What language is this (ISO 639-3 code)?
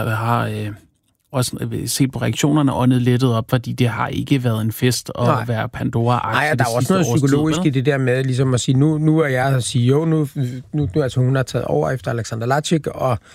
dan